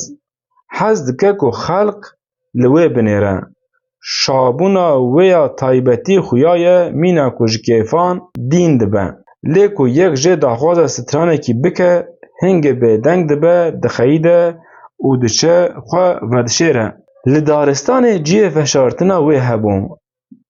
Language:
Kurdish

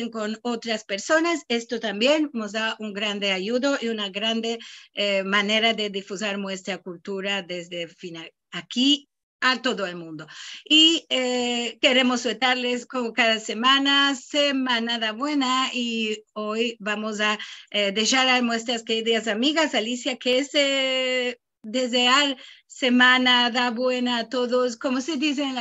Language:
Ladino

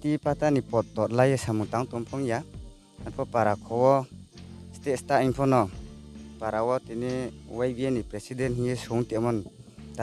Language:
Riang (India)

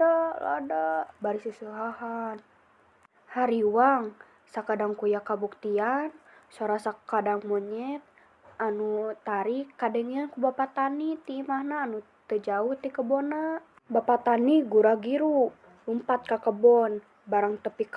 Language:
Sundanese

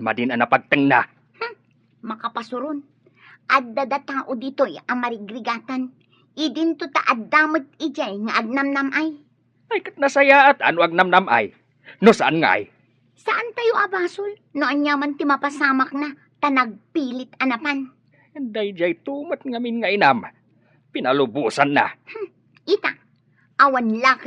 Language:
Iloko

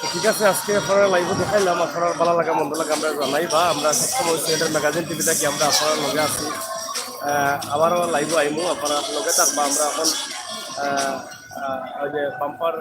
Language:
Sylheti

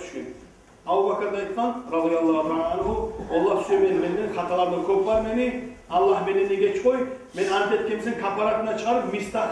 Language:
Kumyk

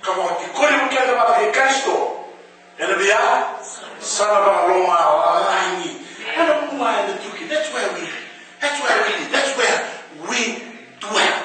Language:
Fijian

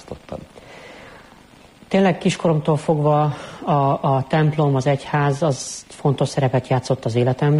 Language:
Hungarian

